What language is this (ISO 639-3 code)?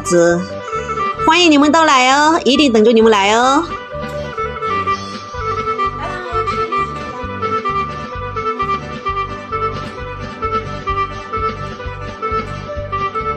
zho